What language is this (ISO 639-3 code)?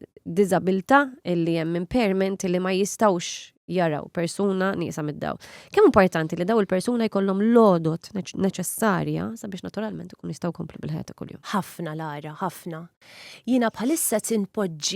mlt